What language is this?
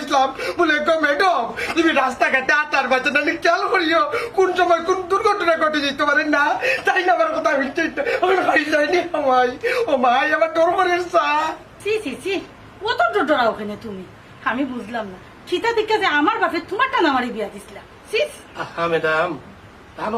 Sylheti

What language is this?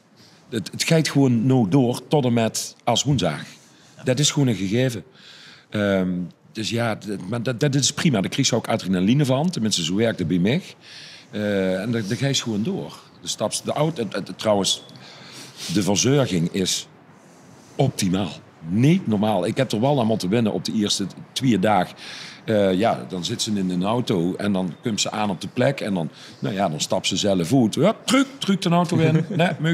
Limburgish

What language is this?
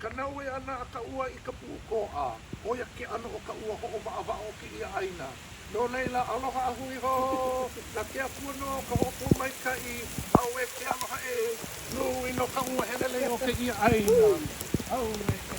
Hawaiian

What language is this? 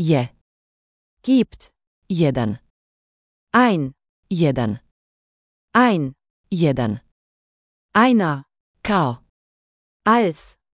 Slovenian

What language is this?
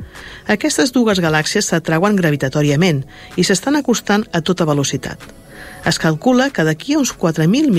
Catalan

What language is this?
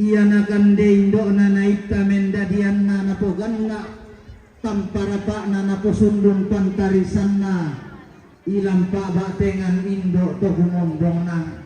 Toraja-Sa'dan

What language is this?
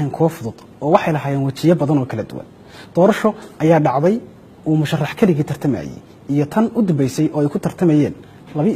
Somali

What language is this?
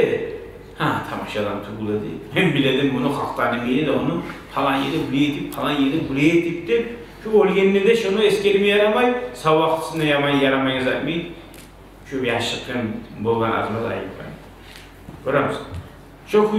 Kumyk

